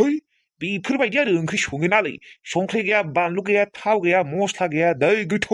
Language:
Bodo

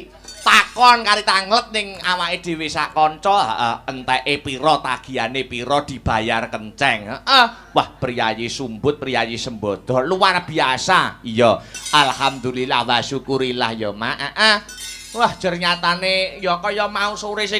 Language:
Javanese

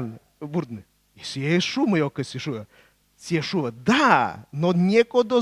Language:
Komi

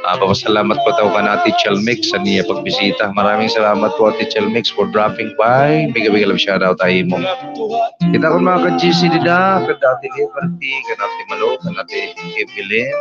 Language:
Waray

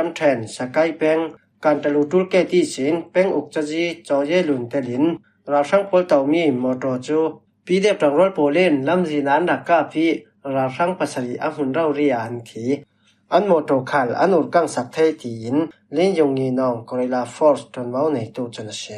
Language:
Falam Chin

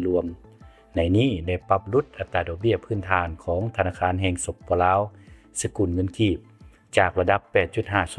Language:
Lao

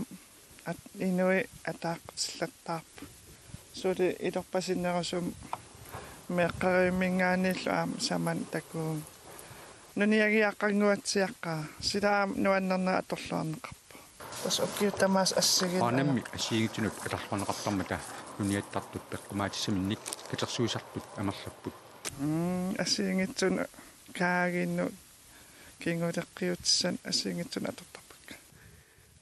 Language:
Kalaallisut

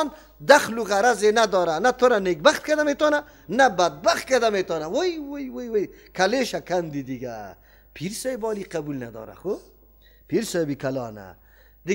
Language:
Persian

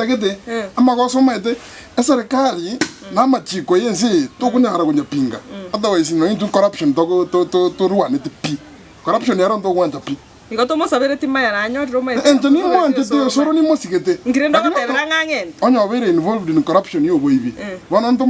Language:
Gusii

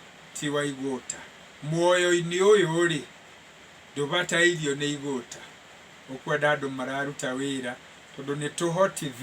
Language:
Kikuyu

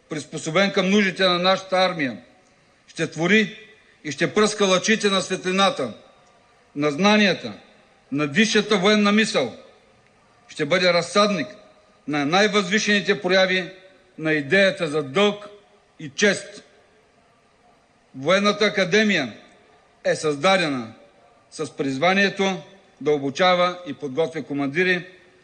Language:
Bulgarian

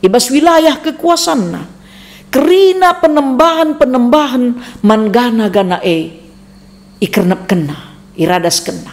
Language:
Batak Karo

